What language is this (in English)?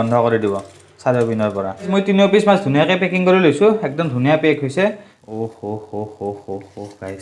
Assamese